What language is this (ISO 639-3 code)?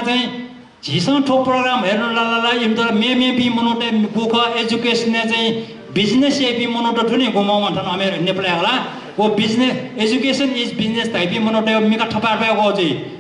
new